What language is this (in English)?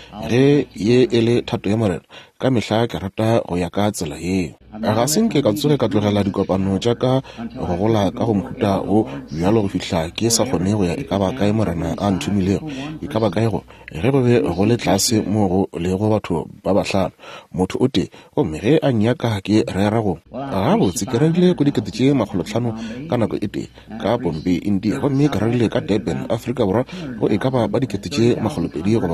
Northern Sotho